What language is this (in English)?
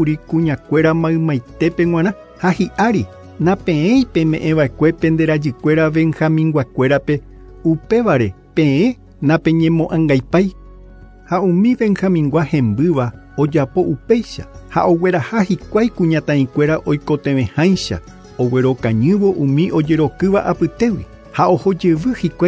Guarani